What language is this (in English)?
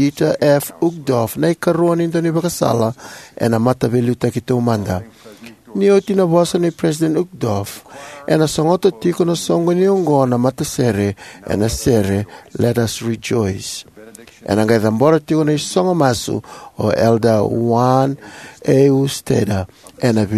Fijian